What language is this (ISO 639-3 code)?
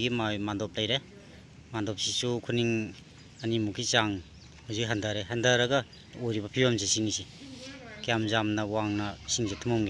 mni